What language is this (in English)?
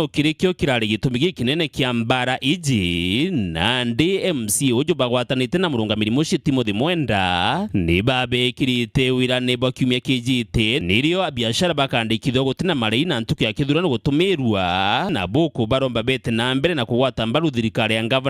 Meru